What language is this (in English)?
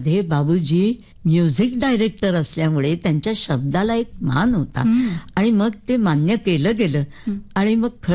Marathi